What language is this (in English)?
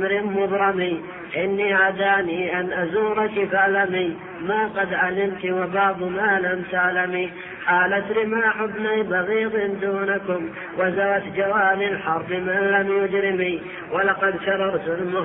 Arabic